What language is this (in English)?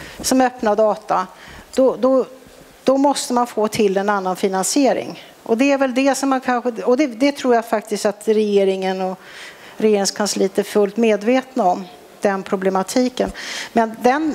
Swedish